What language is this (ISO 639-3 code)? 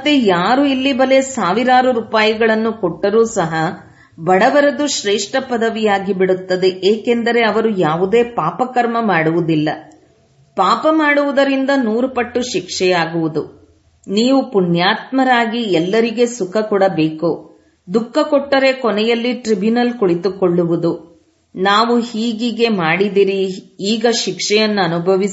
kan